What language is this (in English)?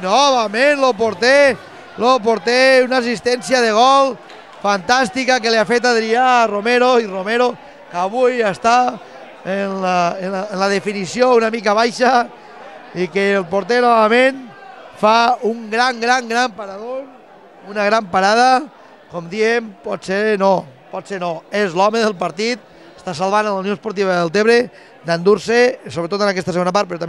Catalan